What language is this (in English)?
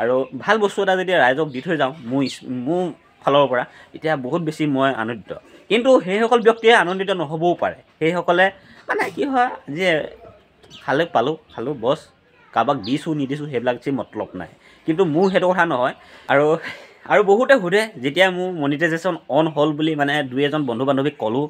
Assamese